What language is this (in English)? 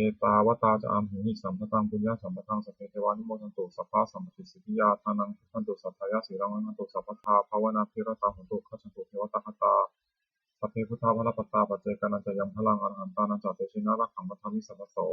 Pali